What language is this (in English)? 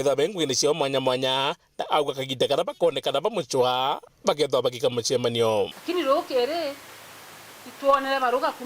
Meru